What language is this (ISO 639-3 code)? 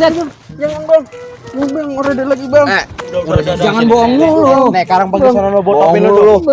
bew